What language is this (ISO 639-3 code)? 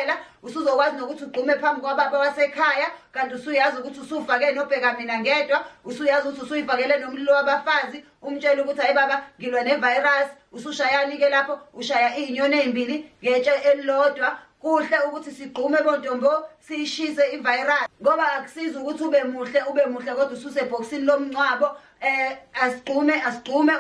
zul